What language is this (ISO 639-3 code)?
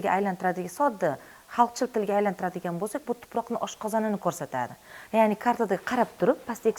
uzb